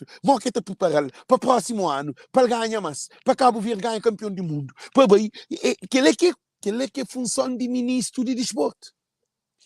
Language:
Kabuverdianu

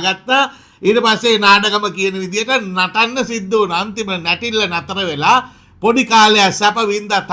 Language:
Sinhala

